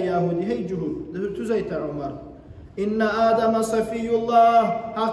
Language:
Kumyk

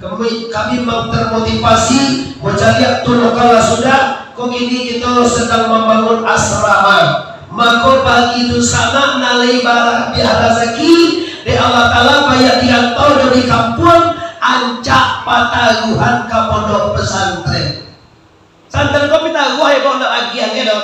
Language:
Minangkabau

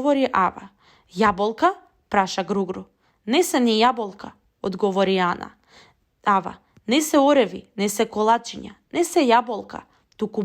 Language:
Macedonian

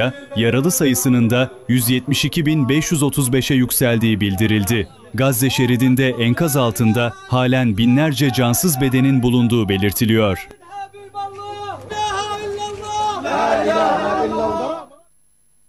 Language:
Turkish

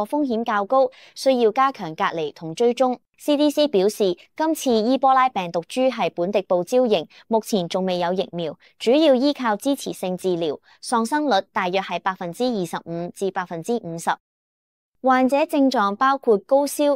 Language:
Cantonese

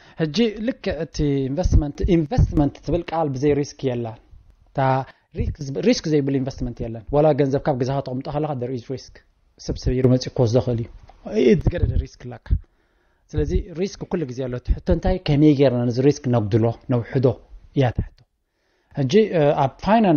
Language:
Tigrinya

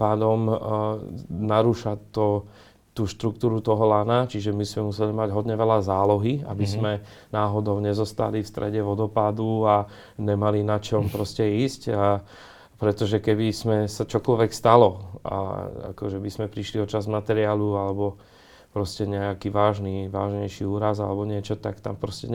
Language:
Slovak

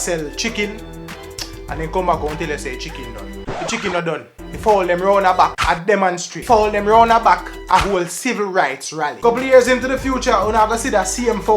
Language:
Jamaican Creole English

